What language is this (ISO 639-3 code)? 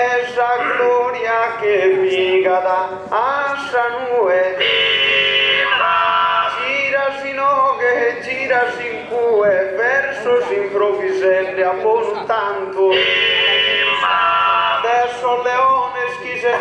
srd